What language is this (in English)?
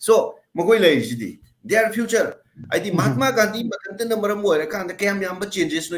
Manipuri